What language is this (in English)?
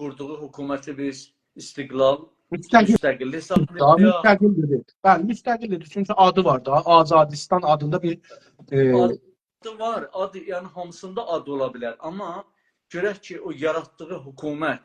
South Azerbaijani